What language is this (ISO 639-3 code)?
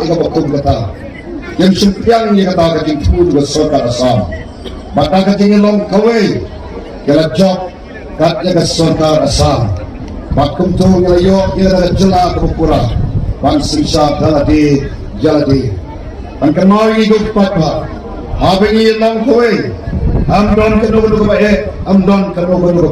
kha